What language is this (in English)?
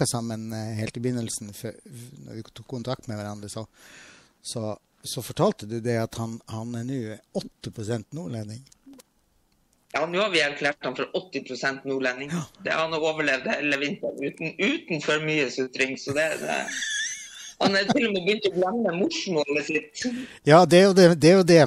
Norwegian